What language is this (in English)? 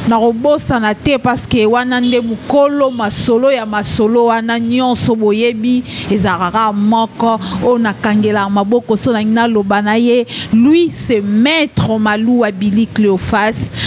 Lingala